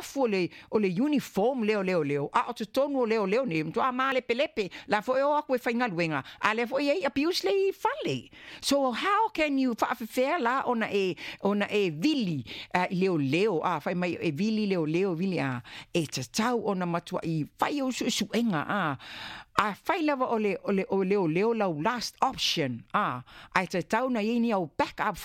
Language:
Samoan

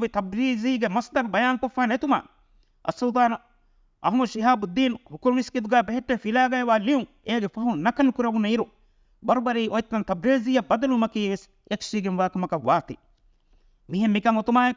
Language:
Divehi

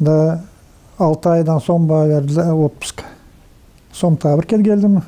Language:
Gagauz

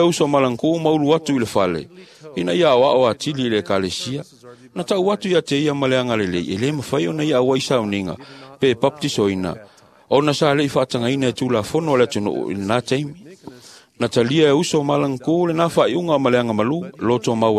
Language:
Samoan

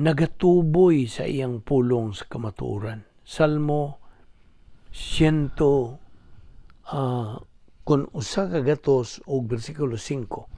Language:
Cebuano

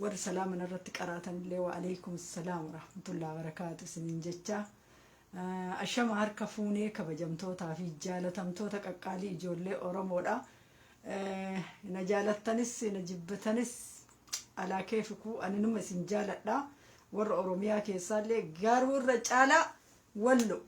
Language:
Oromo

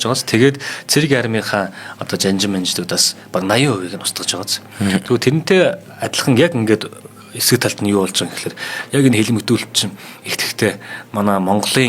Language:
Mongolian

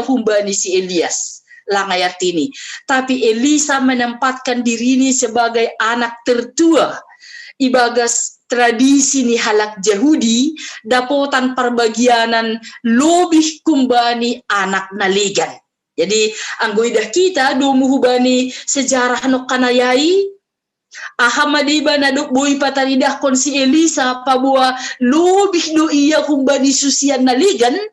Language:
Batak Simalungun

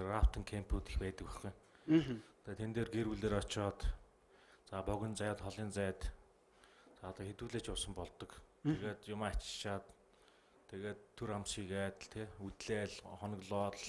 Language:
Mongolian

